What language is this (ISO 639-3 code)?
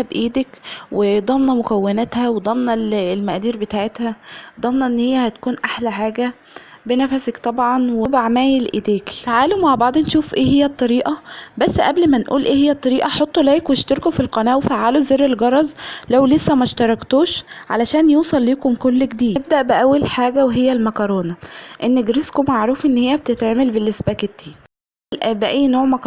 arz